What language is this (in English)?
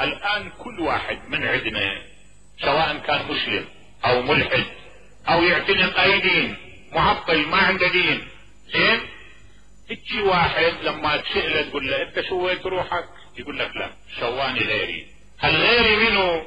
Mesopotamian Arabic